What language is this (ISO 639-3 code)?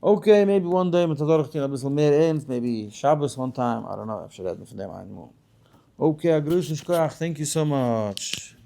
yid